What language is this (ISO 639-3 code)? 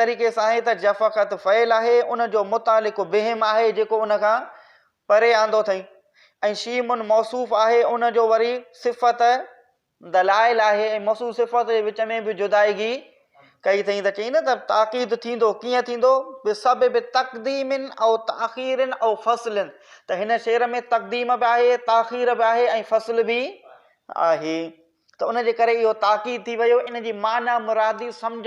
snd